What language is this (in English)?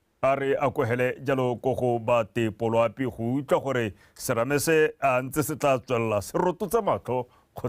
Tswana